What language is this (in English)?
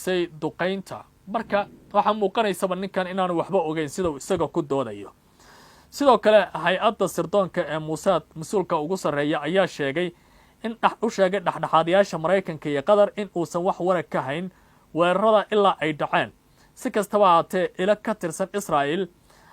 Somali